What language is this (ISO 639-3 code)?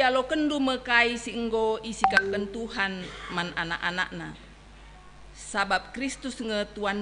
btx